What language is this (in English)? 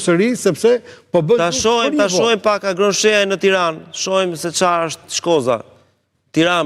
Albanian